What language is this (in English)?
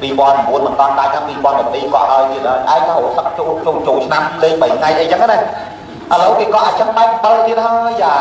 Khmer